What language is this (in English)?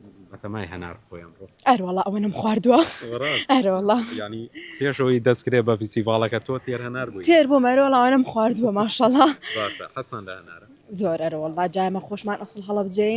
Central Kurdish